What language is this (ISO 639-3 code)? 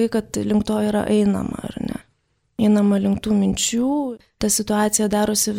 lit